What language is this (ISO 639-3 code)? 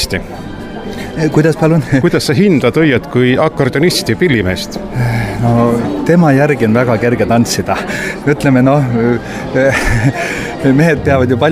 est